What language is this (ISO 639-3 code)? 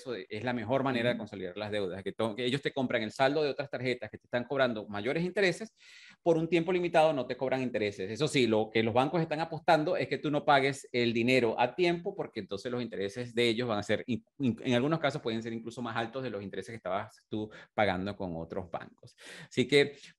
spa